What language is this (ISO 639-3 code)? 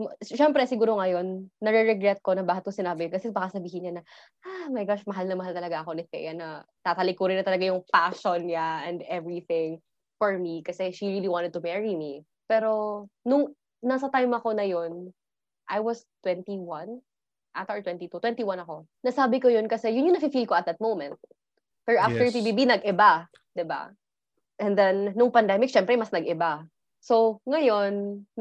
fil